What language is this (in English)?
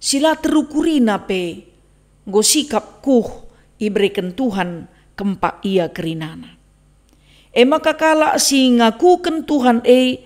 Batak Karo